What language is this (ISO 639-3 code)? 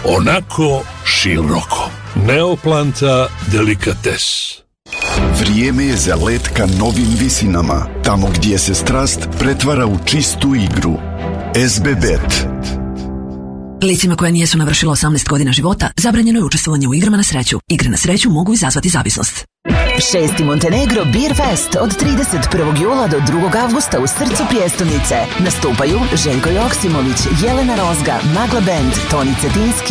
srp